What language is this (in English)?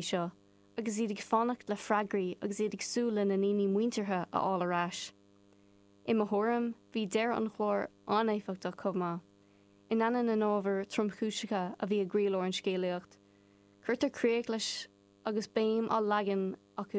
Irish